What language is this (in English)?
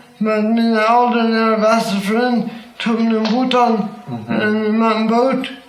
Plautdietsch